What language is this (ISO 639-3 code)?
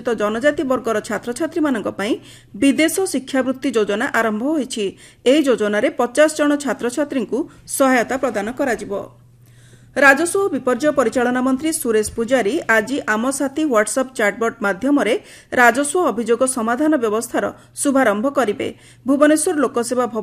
ori